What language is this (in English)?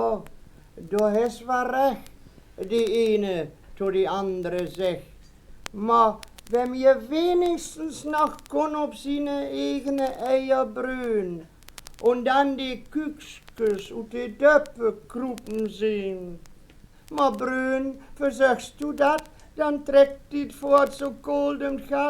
Westphalien